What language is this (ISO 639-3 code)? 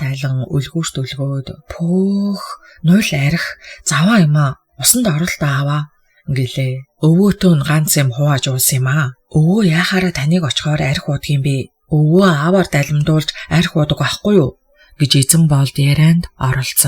mon